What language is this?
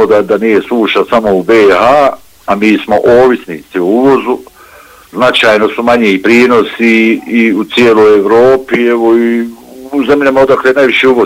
Bosnian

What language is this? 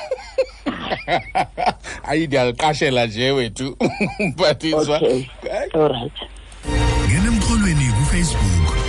Xhosa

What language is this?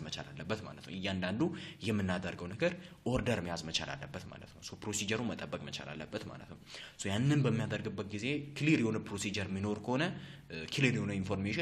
Amharic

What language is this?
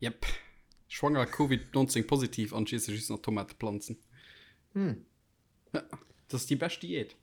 Luxembourgish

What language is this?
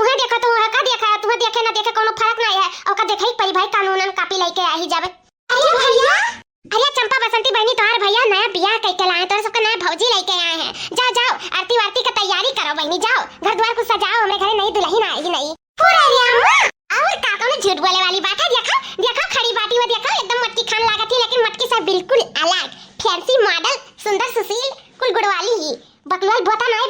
Awadhi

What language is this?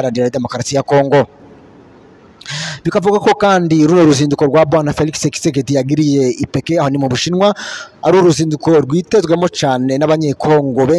Kinyarwanda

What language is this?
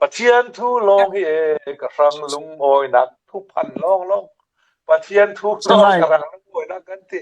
Falam Chin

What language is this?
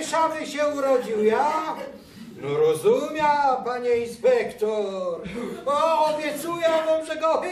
Silesian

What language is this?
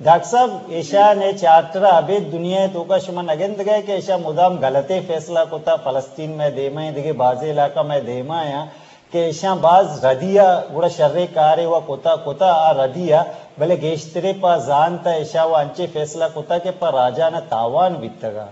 Eastern Balochi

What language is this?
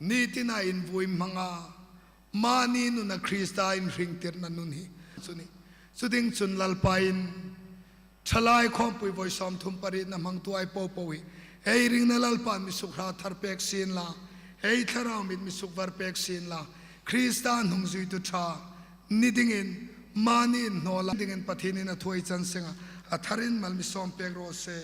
Hmar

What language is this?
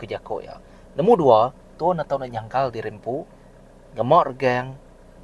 Iban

